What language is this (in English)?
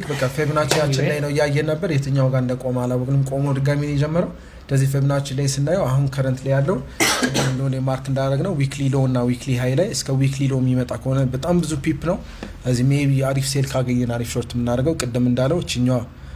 Amharic